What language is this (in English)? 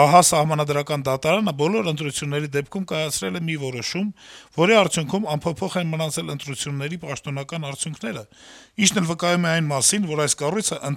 Armenian